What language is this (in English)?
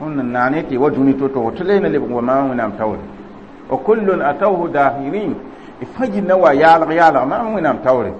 Mossi